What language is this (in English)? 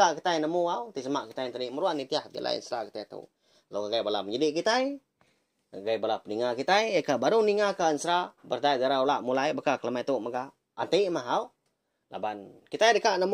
Iban